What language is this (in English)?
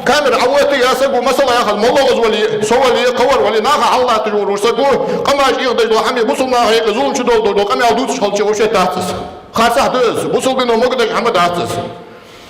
Ingush